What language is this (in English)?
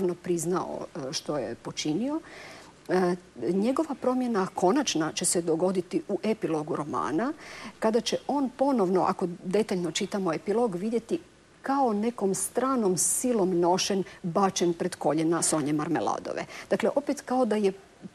Croatian